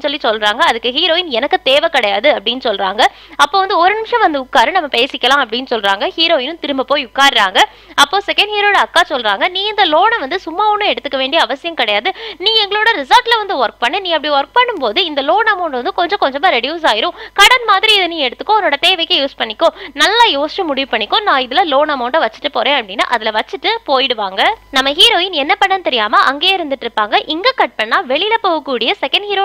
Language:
Tamil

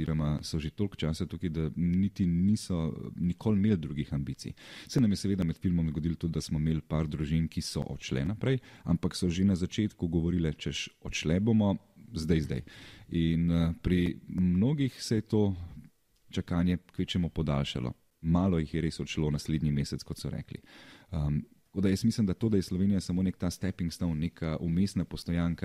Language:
Slovenian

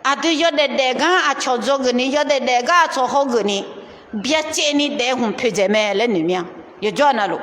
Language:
Akha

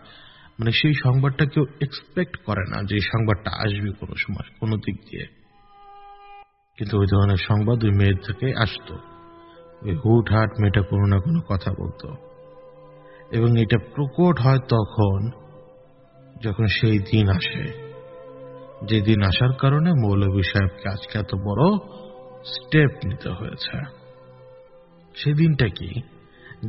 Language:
Bangla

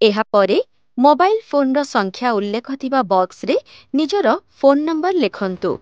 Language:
Odia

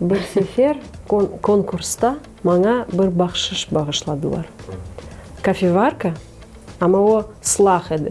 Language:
Crimean Tatar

